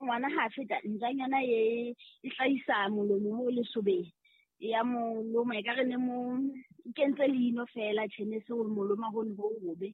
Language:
Southern Sotho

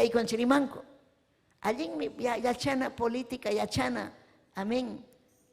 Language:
Ayacucho Quechua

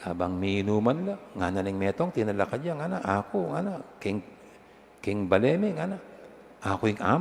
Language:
Pampanga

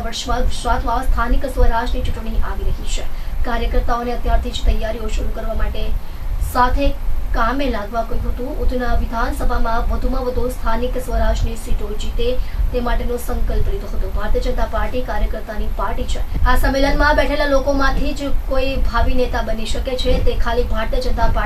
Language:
Gujarati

